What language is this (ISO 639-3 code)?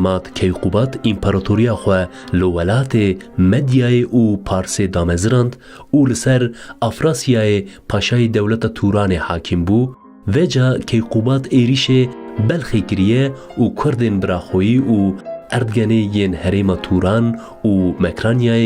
kur